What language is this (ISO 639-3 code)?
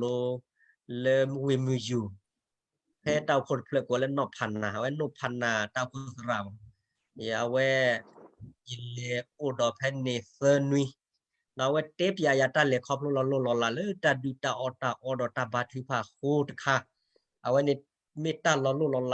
ksw